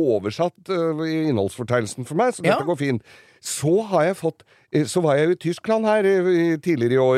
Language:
Norwegian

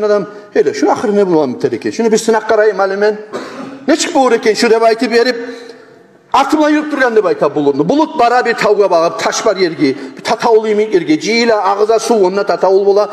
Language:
Kumyk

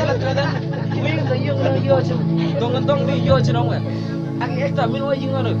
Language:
Mabaan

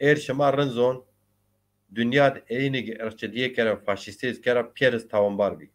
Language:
Zaza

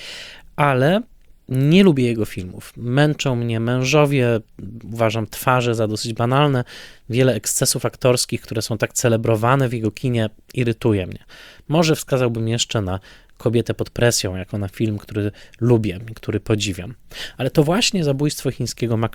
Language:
Polish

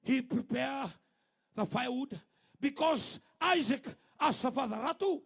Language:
Fijian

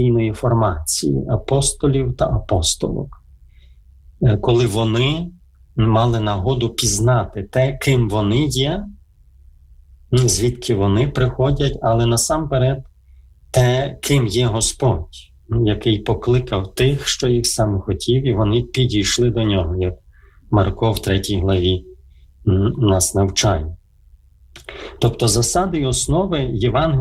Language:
Ukrainian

